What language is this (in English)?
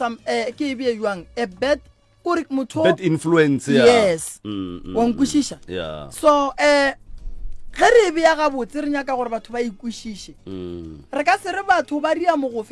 Northern Sotho